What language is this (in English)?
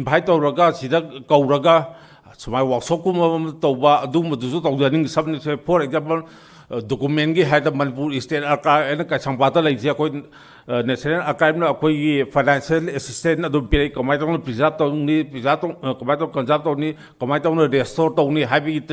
Manipuri